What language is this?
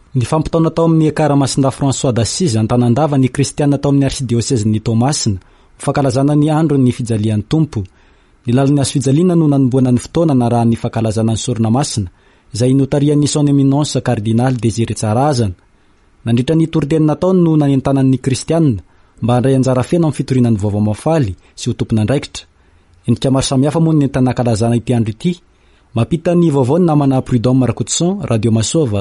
Malagasy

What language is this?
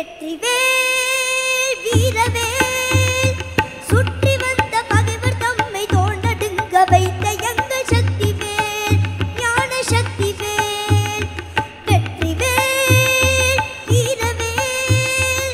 Tamil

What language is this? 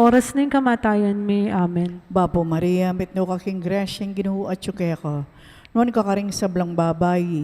Pampanga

